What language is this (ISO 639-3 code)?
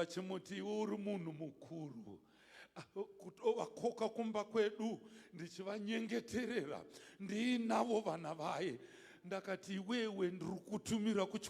sna